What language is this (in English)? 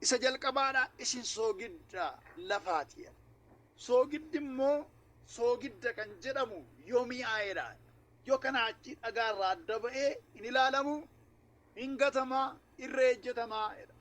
Oromo